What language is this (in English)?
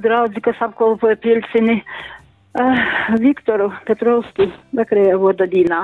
Latgalian